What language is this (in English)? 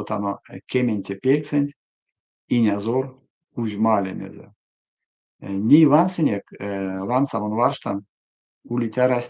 Erzya